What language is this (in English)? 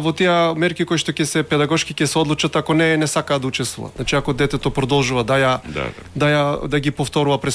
Macedonian